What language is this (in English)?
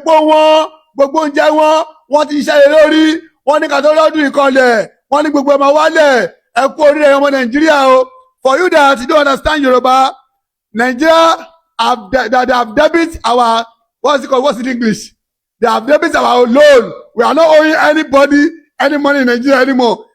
Yoruba